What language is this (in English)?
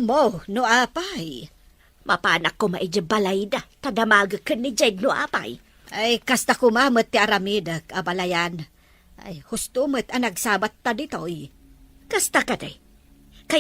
Iloko